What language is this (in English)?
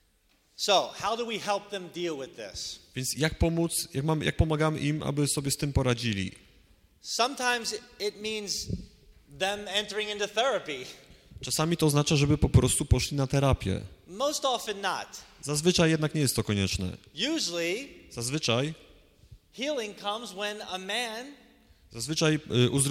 Polish